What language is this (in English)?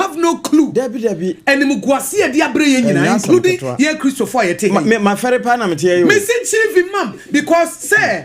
Akan